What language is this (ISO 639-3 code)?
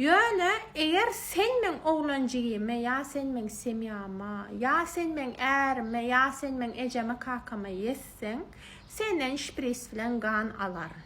tuk